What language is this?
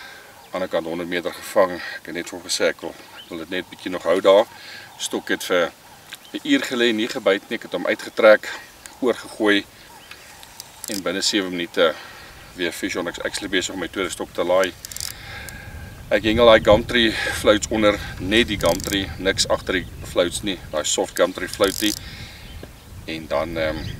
Afrikaans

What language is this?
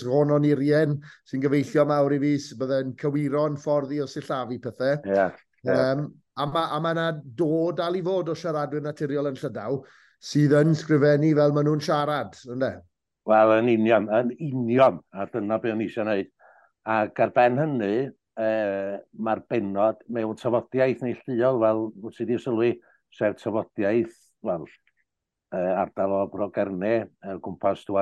Welsh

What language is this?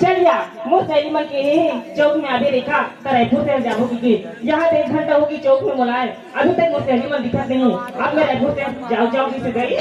Chhattisgarhi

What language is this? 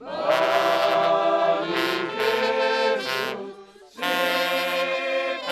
Batak Simalungun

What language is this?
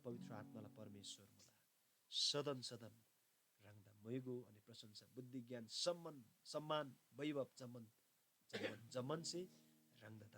Eastern Tamang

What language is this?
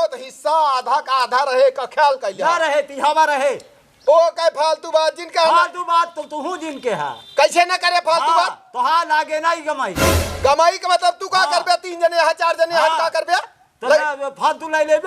Awadhi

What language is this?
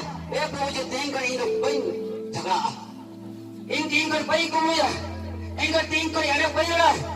Santali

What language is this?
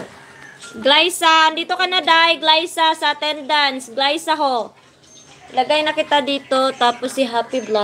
Filipino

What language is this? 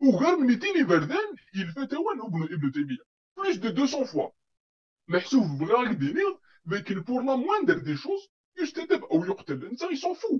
Kabyle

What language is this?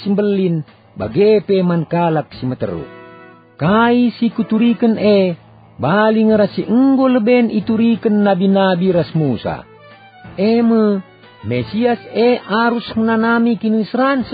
Batak Karo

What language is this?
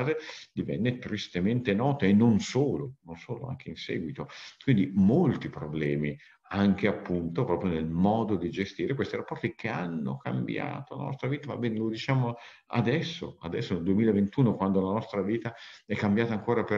Italian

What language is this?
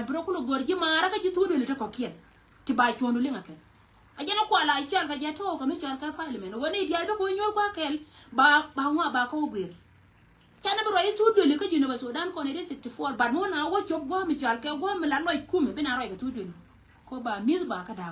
Nuer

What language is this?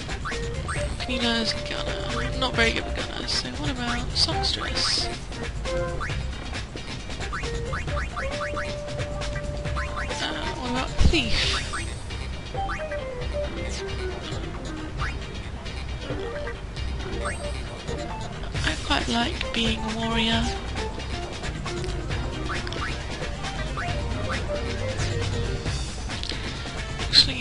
English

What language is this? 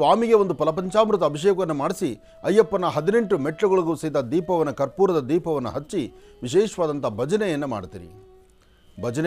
Kannada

